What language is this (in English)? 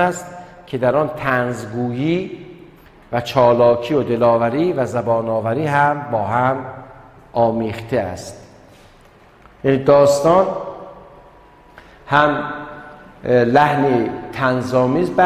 Persian